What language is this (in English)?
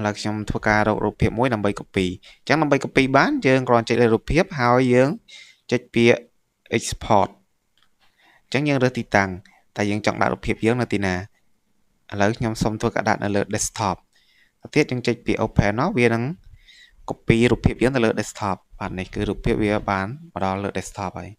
Khmer